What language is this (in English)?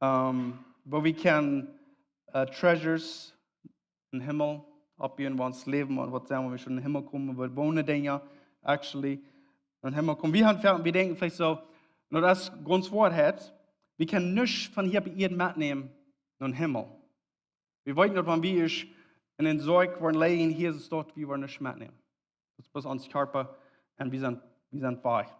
Plautdietsch